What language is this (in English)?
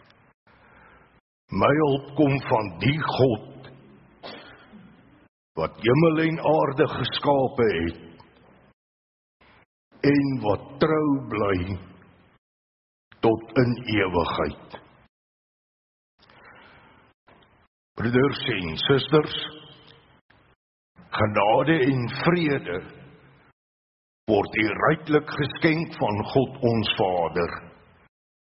Afrikaans